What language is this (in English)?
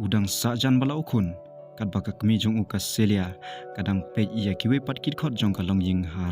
Khasi